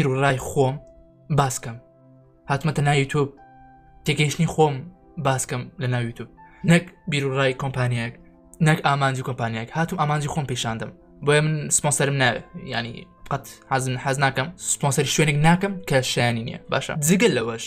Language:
Central Kurdish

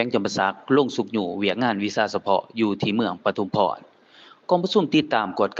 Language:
Lao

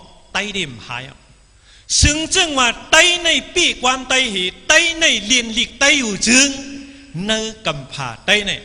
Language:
Shan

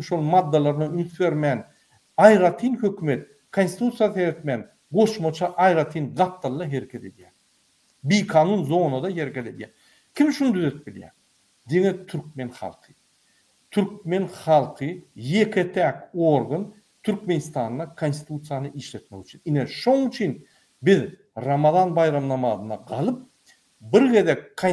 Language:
Turkmen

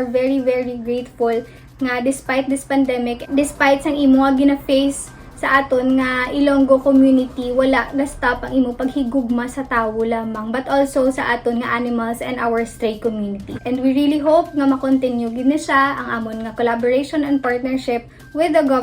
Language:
Hiligaynon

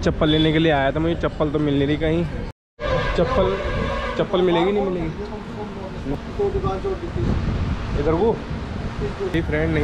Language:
Hindi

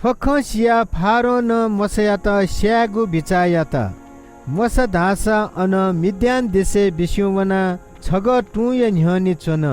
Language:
Newari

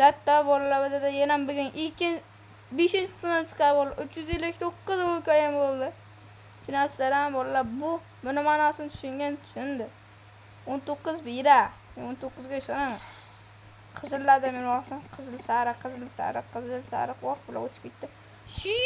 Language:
Uzbek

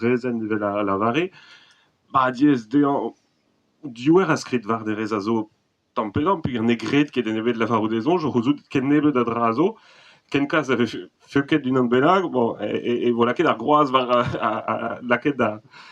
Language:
Breton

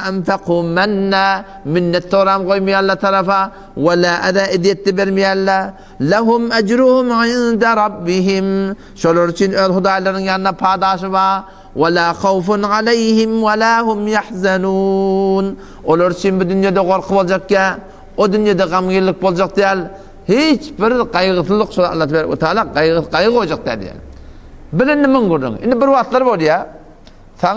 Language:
Turkmen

